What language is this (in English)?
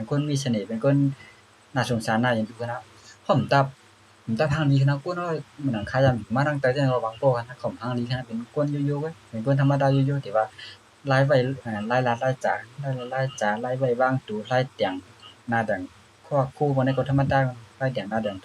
Shan